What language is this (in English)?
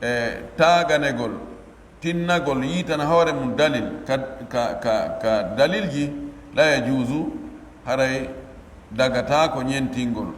Pular